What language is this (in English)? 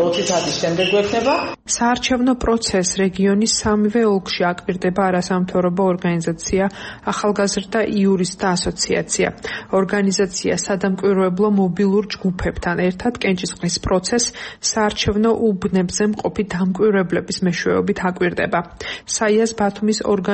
Georgian